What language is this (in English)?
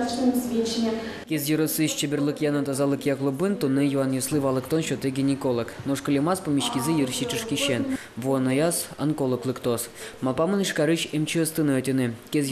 Udmurt